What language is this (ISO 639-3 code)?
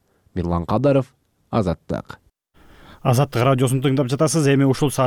kir